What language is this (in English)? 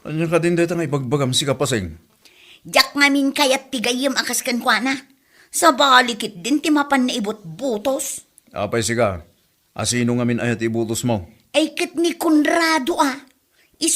Iloko